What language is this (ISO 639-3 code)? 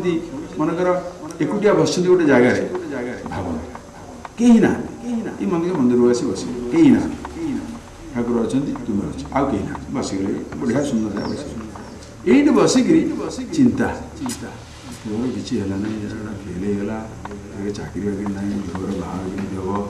ori